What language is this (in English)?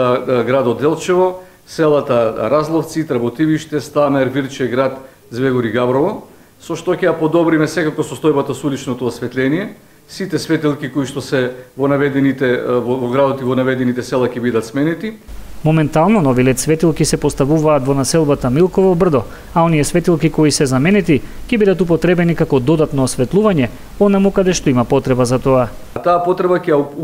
Macedonian